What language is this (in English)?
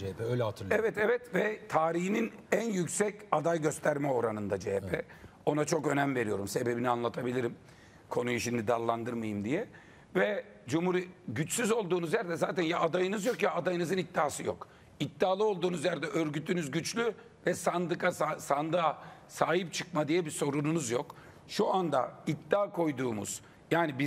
Turkish